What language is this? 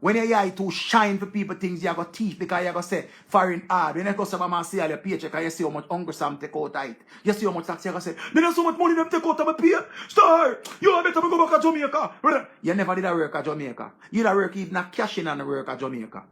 Jamaican Creole English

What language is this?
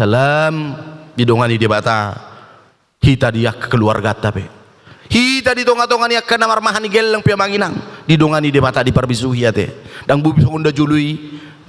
Batak Toba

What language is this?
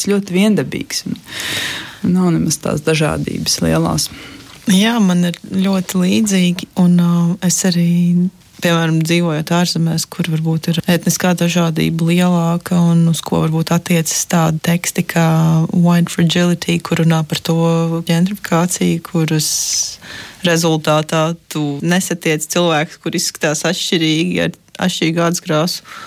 Latvian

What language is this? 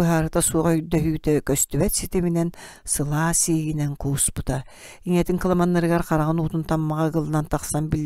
Yakut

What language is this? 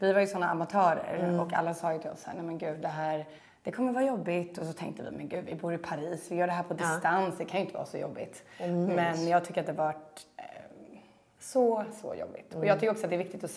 Swedish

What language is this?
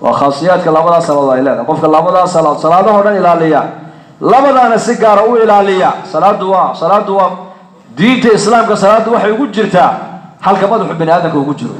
Somali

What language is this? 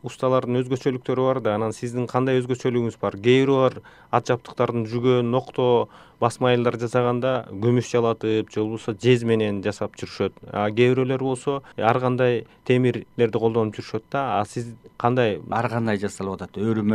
Kyrgyz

